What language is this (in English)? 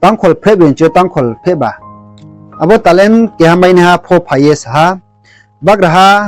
Riang (India)